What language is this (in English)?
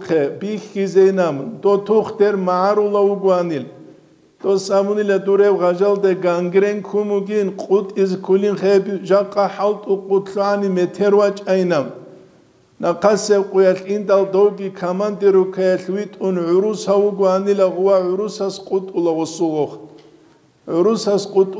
Avaric